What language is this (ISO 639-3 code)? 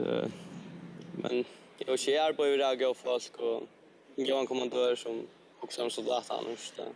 fao